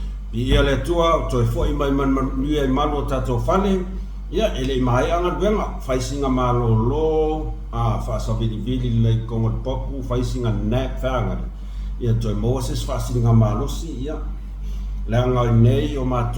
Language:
Samoan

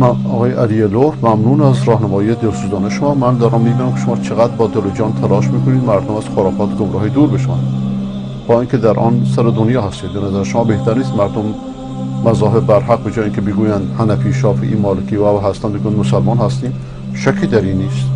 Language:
Persian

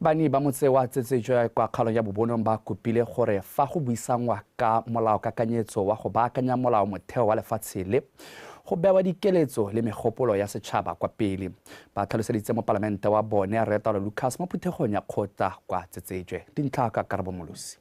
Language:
Tswana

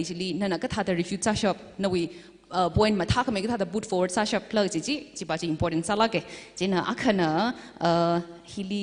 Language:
Tangkhul Naga (India)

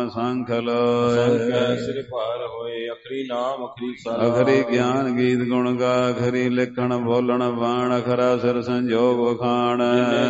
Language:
Punjabi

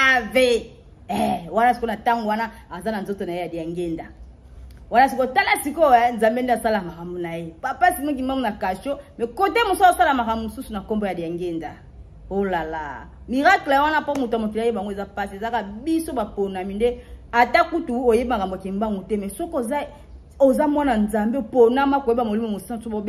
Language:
Lingala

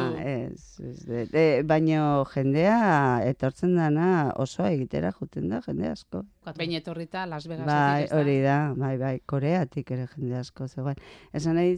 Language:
Basque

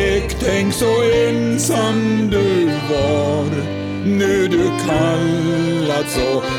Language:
Norwegian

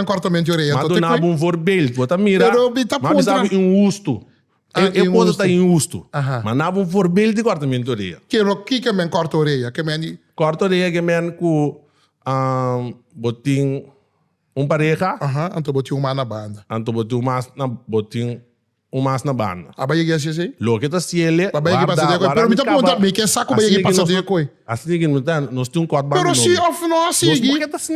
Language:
Papiamento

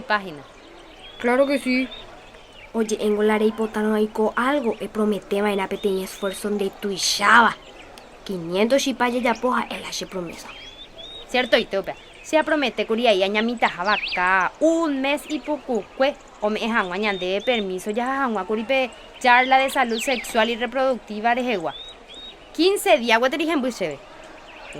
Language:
Guarani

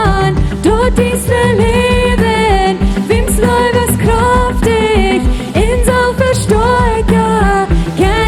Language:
Plautdietsch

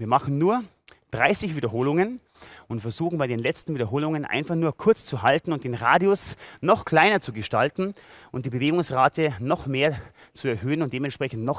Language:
German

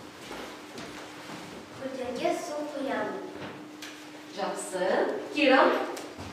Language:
Kazakh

